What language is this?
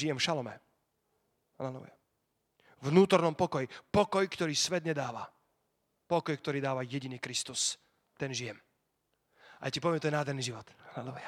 Slovak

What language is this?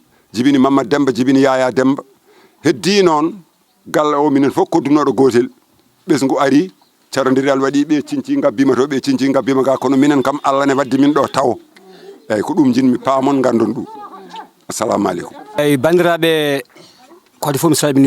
Fula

